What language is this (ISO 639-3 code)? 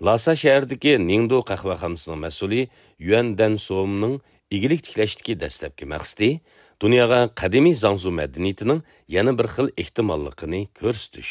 uig